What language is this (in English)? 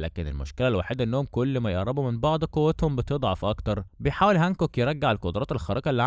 Egyptian Arabic